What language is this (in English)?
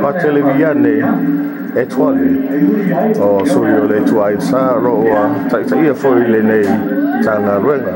Samoan